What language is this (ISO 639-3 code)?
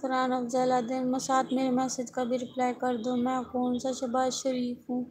skr